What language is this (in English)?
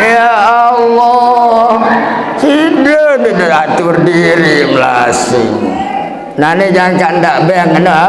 Sasak